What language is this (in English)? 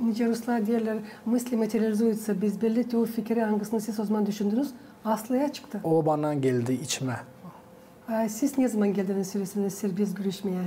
Gagauz